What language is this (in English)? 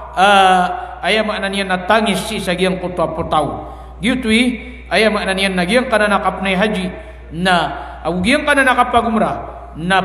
Maranao